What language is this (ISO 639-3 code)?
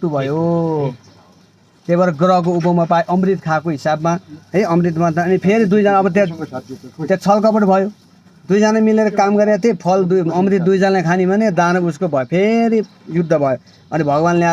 nep